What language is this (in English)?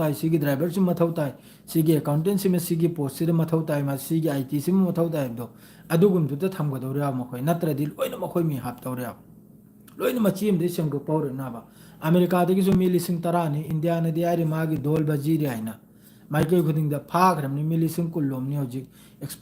Manipuri